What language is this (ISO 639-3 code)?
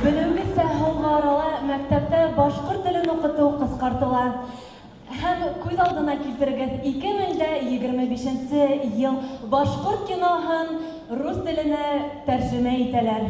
bak